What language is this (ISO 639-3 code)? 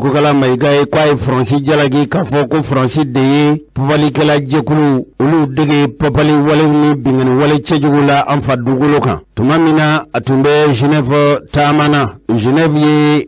bam